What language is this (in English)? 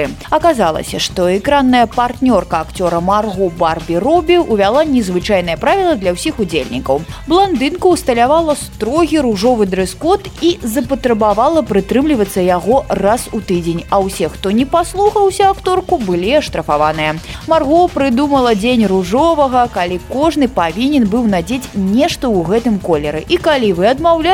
Belarusian